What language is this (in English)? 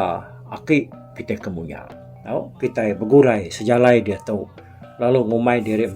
Iban